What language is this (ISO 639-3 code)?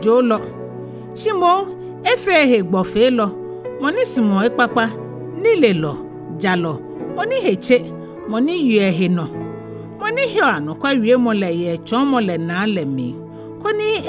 gaa